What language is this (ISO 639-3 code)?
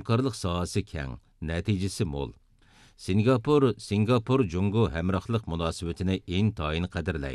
uig